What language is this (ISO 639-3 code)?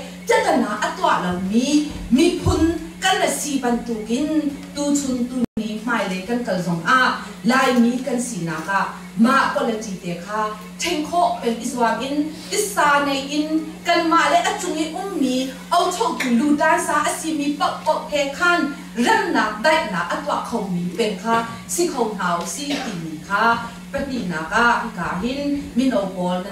cnh